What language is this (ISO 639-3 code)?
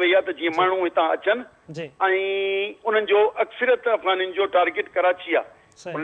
snd